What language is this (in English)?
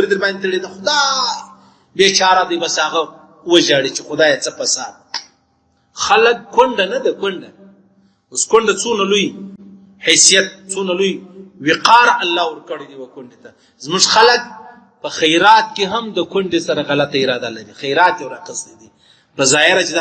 Pashto